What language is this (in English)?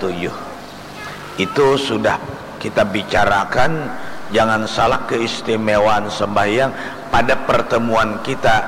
Banjar